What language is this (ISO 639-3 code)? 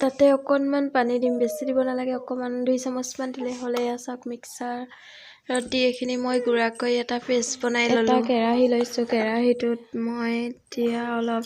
asm